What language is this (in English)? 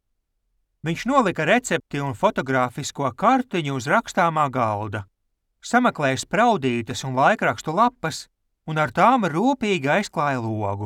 Latvian